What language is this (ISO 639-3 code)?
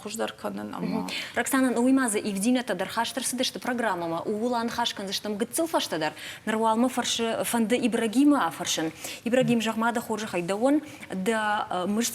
oss